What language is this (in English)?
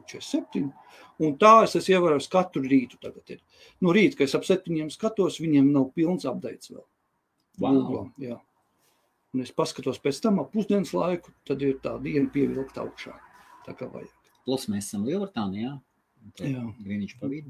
Latvian